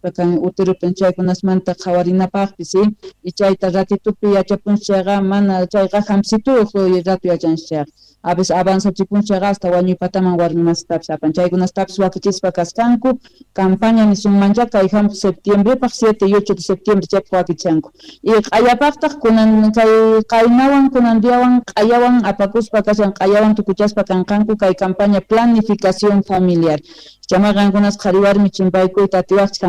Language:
Quechua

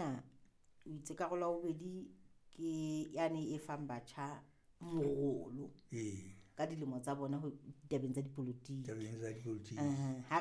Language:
Southern Sotho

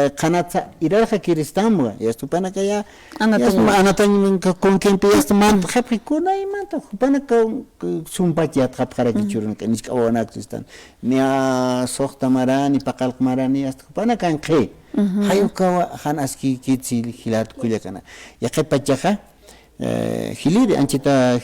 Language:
Aymara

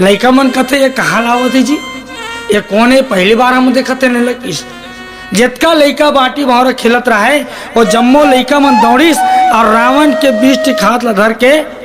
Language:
Chhattisgarhi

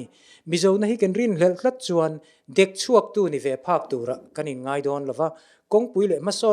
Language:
Mizo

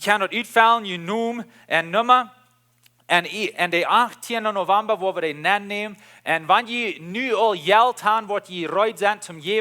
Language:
Plautdietsch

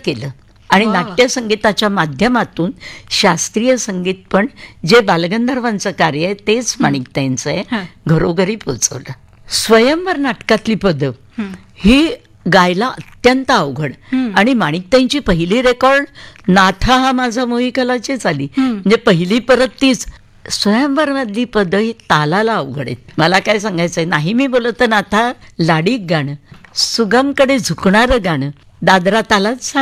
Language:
Marathi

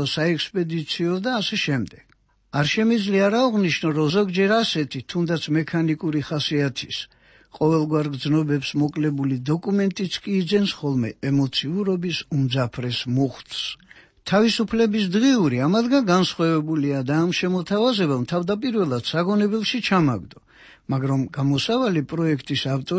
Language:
Georgian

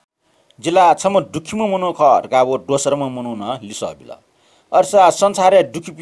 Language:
Newari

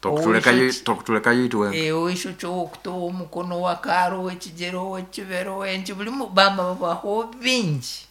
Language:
Nyankole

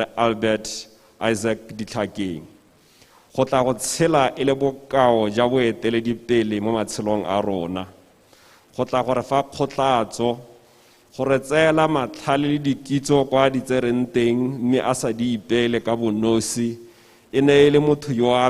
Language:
Tswana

